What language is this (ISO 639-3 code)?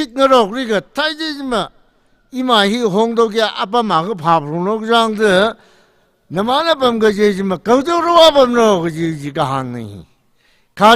nmf